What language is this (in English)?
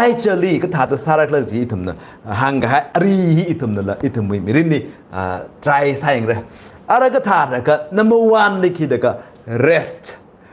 Tangkhul Naga (India)